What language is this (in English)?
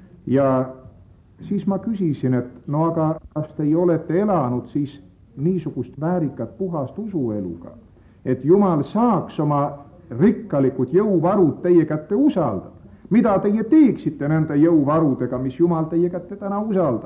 Estonian